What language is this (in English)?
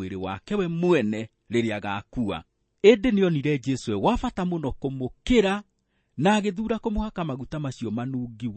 Kikuyu